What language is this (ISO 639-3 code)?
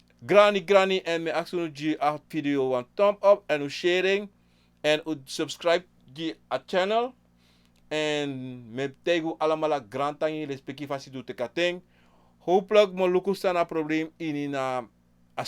srn